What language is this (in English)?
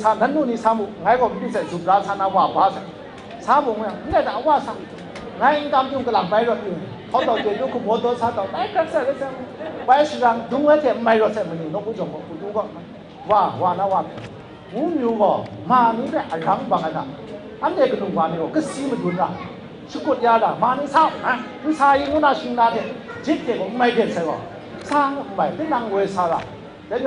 Kachin